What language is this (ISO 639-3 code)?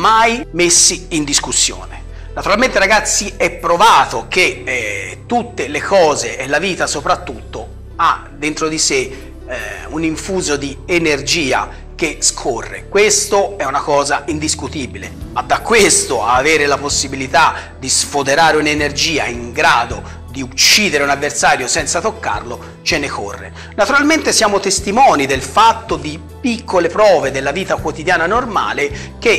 ita